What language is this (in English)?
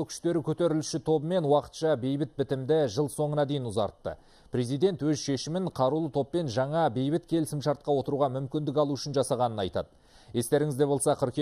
Kazakh